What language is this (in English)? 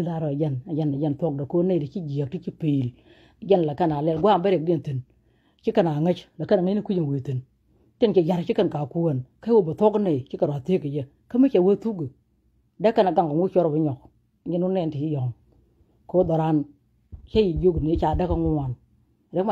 Nuer